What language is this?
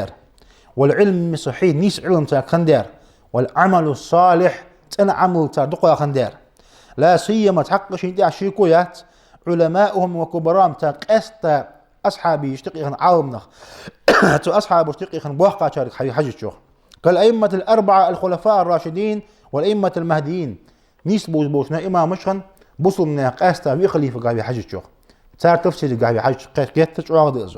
Ingush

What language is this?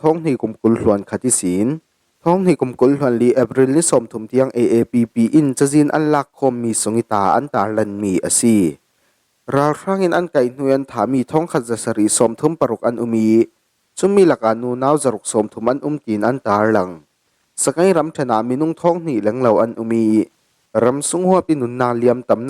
Falam Chin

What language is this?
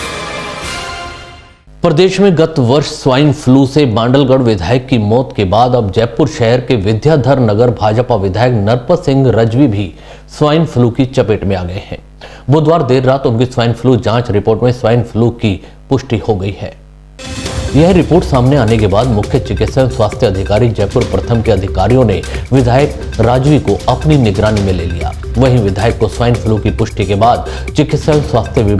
Hindi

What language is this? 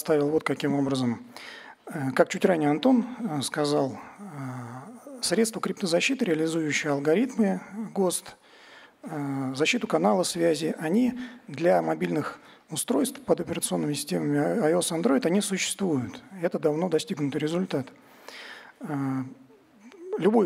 Russian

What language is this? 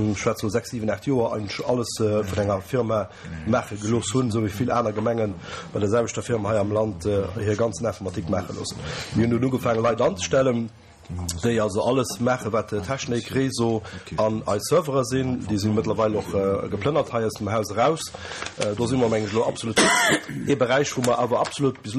Luxembourgish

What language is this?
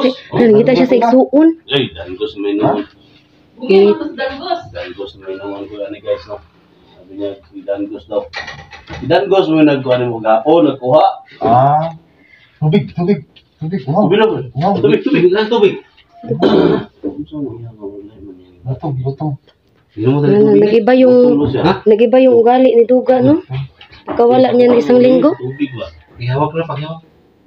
Filipino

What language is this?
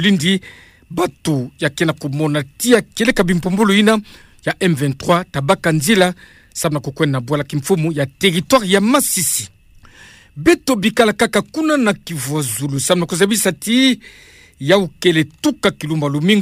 Kituba (Democratic Republic of Congo)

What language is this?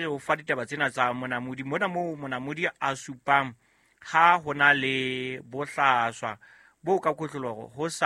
Southern Sotho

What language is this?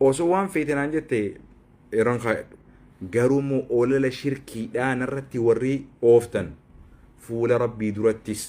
Oromo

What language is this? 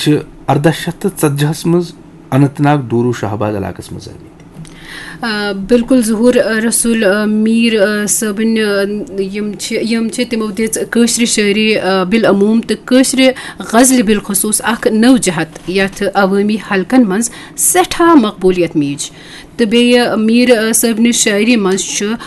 Kashmiri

